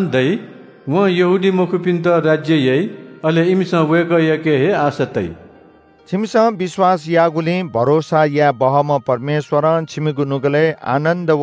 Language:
Newari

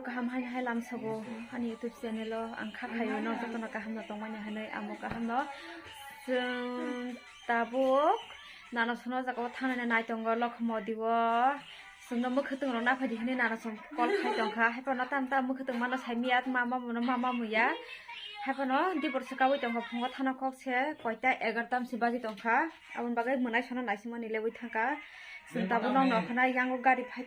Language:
Kok Borok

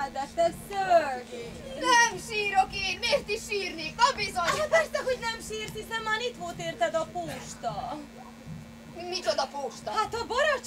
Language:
Hungarian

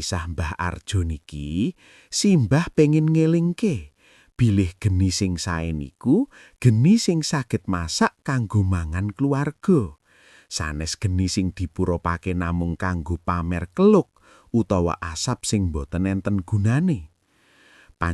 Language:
Javanese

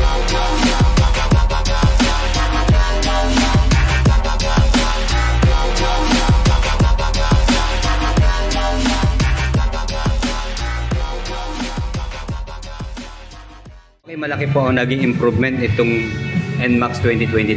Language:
Filipino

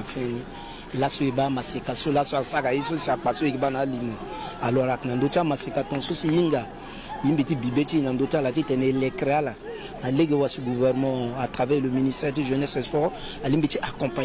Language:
Sango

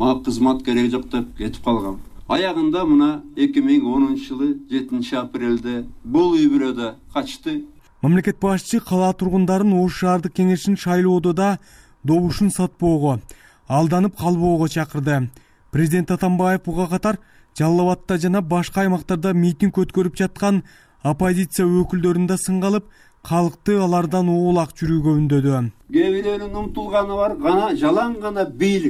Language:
Kyrgyz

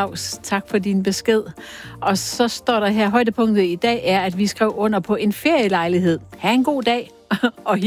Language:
Danish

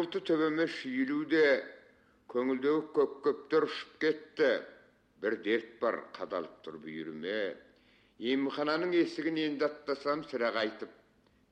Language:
Kazakh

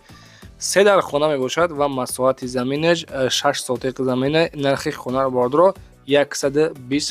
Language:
Tajik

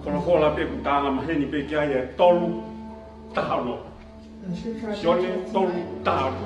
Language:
Tongan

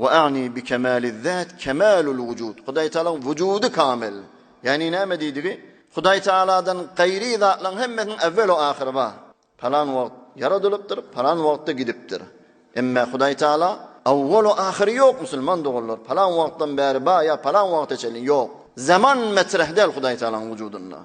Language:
Turkmen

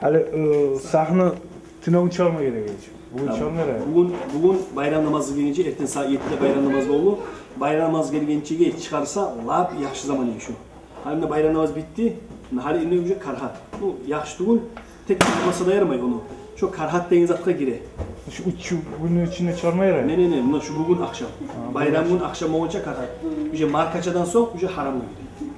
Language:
Kumyk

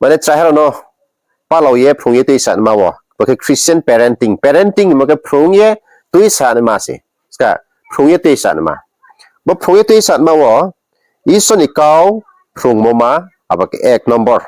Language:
Riang (India)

